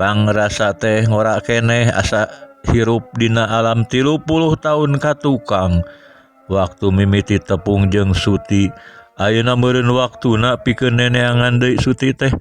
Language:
Sundanese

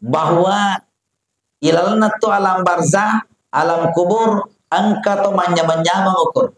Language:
Buginese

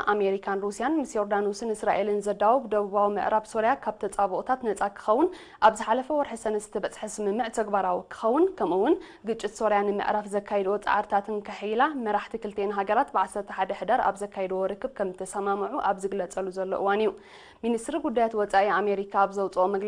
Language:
Tigrinya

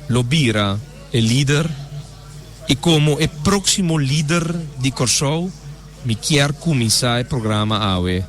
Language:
Papiamento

